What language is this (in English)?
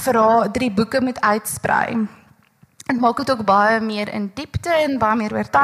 Afrikaans